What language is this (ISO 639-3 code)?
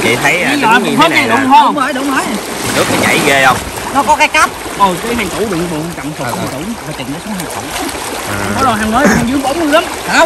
vie